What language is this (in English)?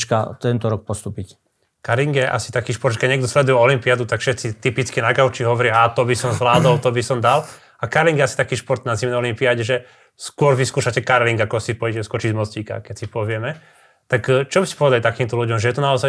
Slovak